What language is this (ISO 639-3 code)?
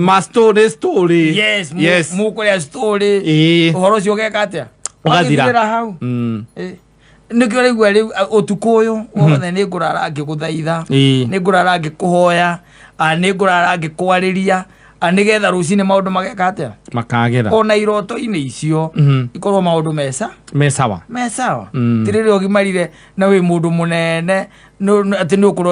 kik